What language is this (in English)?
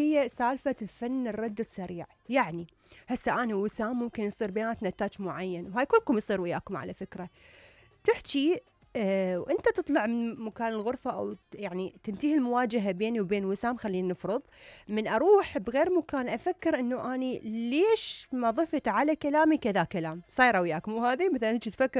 Mesopotamian Arabic